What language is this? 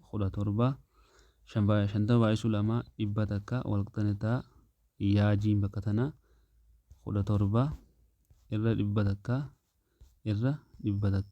Oromo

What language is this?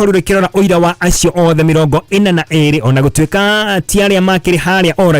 Kikuyu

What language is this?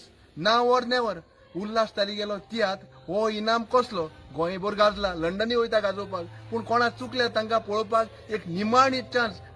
Konkani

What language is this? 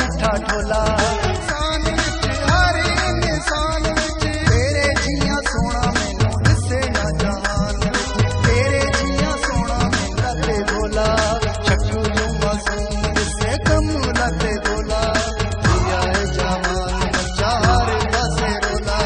Saraiki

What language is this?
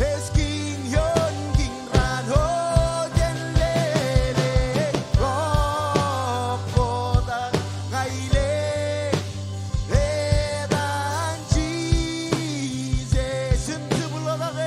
Marshallese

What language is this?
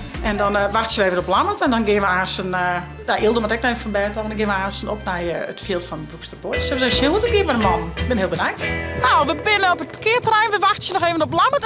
Western Frisian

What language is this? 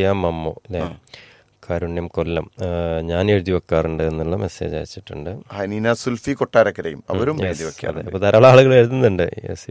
Malayalam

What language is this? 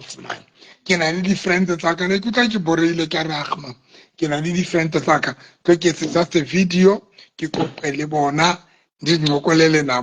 Southern Sotho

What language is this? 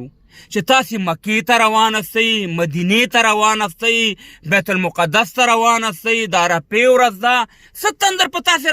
Pashto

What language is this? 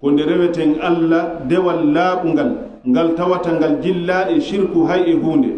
Fula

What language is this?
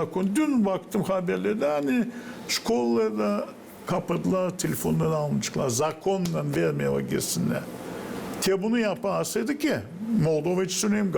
Gagauz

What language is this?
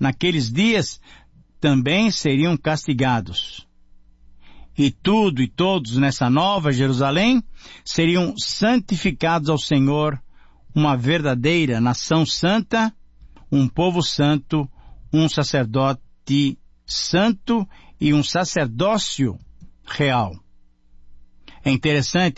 Portuguese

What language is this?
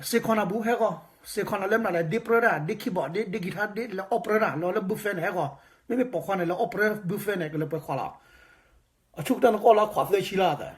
S'gaw Karen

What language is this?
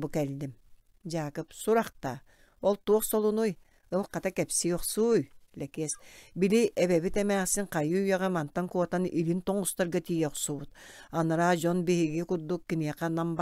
Yakut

